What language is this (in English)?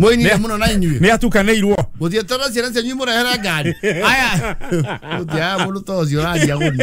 Kikuyu